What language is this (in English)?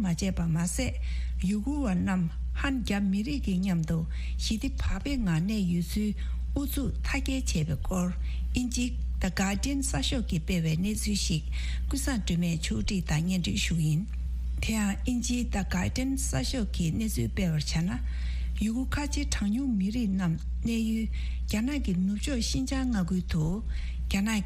Tibetan